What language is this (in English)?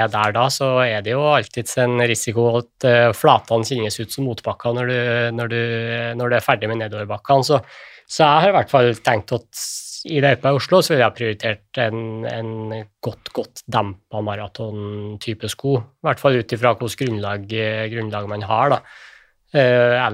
Norwegian